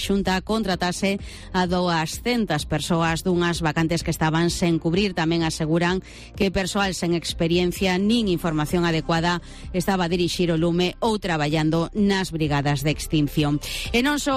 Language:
Galician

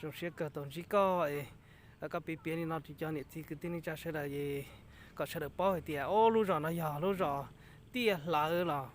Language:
Hmong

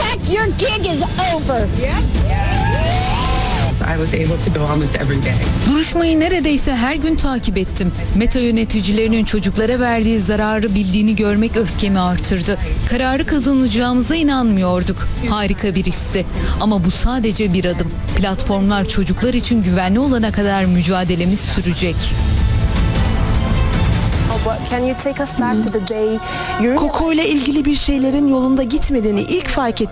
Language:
Turkish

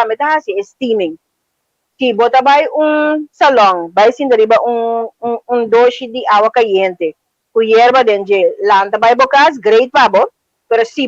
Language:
Papiamento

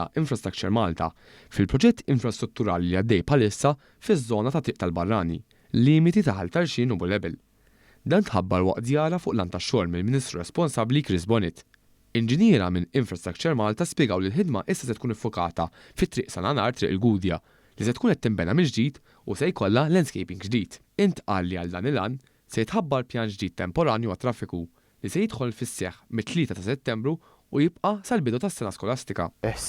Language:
Maltese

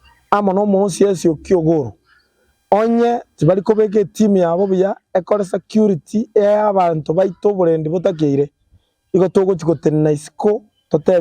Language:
Gusii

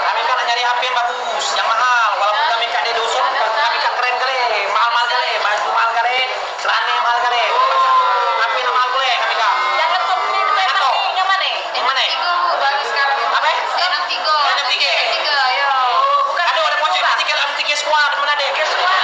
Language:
Musi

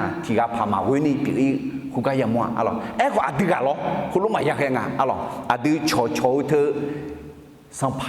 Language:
Akha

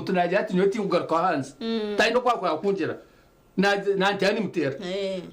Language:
Nyankole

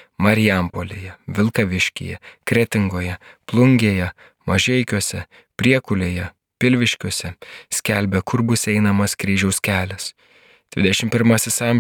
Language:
Lithuanian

